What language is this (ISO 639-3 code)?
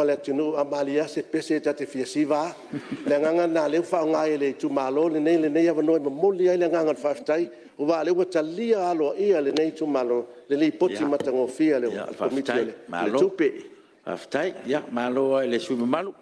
smo